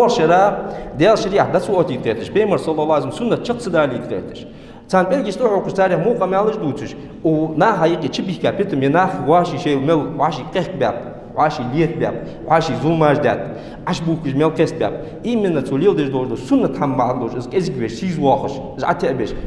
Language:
Ingush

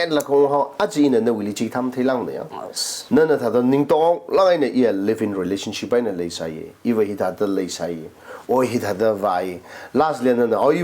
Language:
Tangkhul Naga (India)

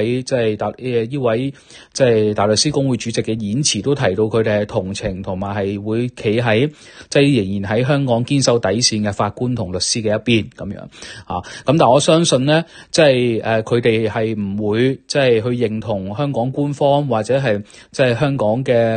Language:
Cantonese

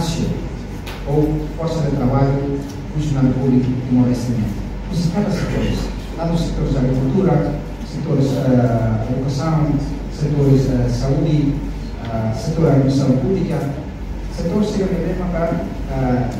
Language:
Tetum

